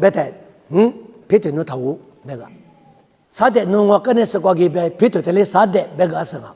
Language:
Lisu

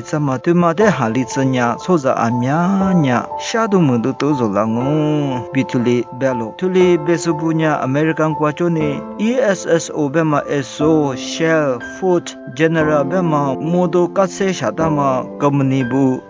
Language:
Lisu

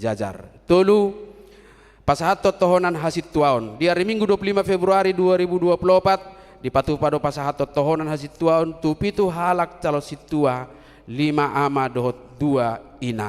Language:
Batak Toba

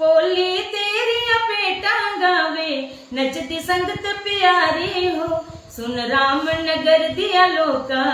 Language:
Dogri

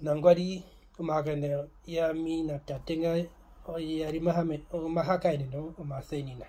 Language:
Herero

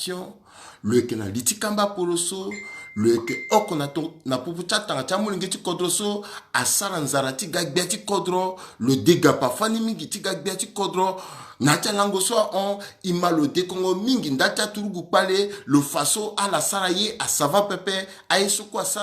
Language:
Sango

